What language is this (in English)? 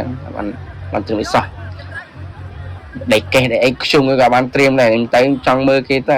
Khmer